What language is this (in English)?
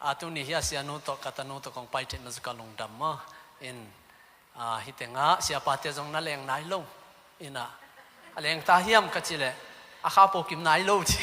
Tedim Chin